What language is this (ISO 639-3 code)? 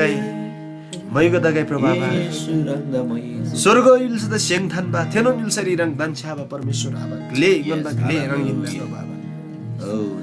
taj